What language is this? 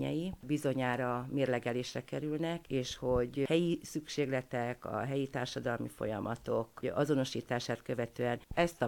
Hungarian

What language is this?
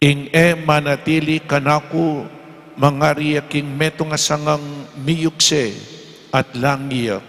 Pampanga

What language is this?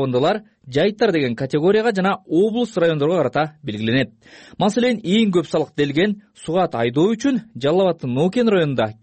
Kyrgyz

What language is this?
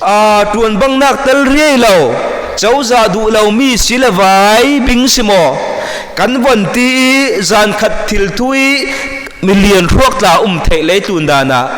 Falam Chin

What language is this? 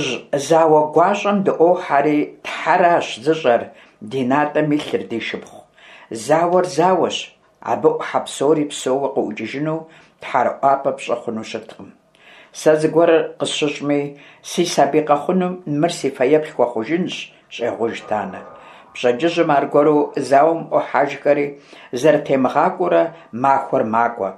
Kabardian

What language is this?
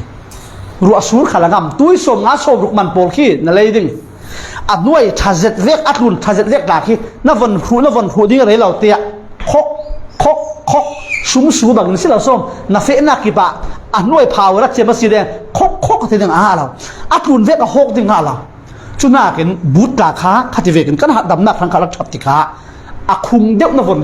Falam Chin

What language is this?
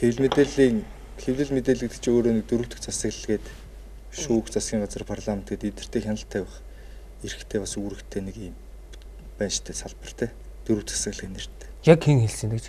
Mongolian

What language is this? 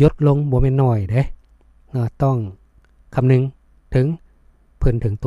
Lao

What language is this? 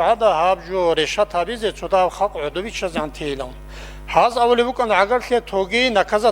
Avaric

